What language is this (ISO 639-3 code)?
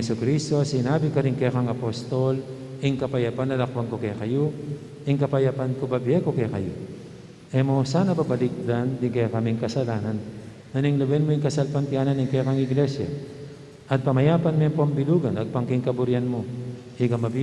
pam